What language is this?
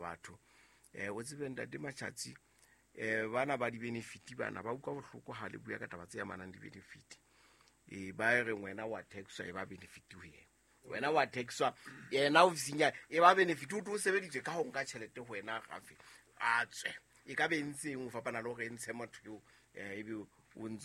Southern Sotho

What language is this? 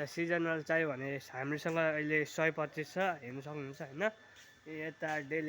Nepali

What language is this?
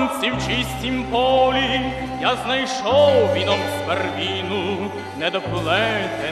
Ukrainian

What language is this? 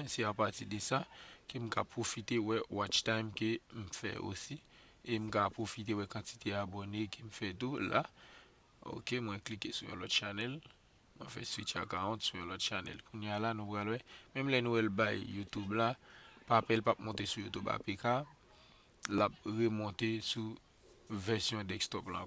Haitian Creole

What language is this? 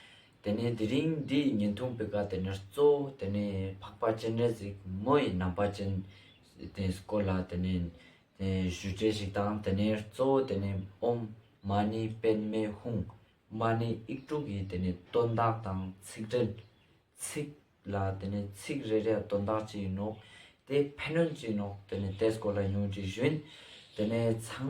Ladakhi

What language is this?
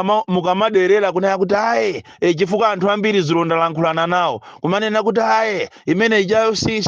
Nyanja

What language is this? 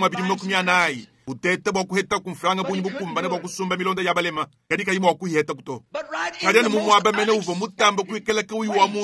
Luba-Lulua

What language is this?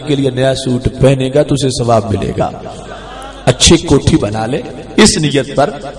Urdu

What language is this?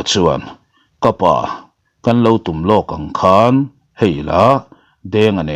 Mizo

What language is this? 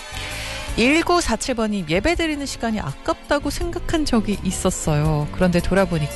Korean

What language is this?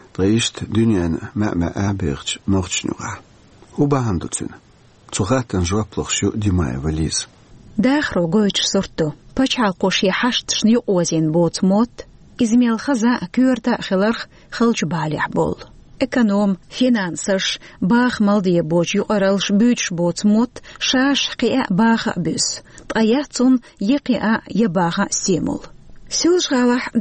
Chechen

